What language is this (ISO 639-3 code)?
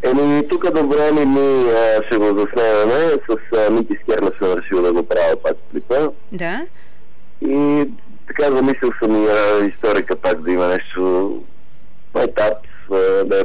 bul